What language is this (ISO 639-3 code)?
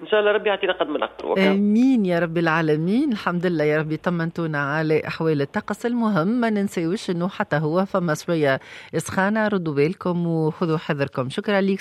aeb